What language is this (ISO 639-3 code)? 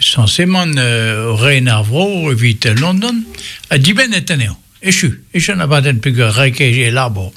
bre